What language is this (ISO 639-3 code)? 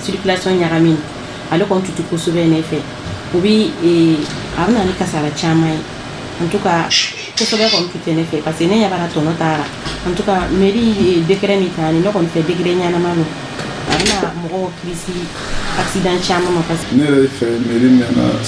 dyu